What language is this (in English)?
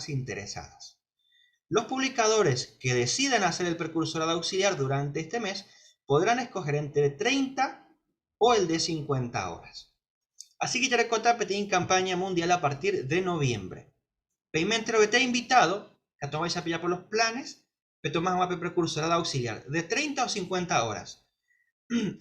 Guarani